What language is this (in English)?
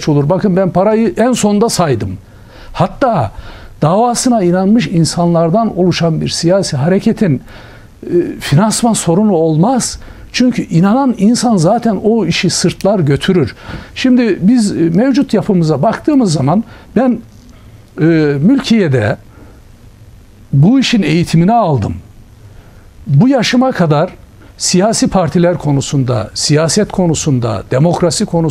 Turkish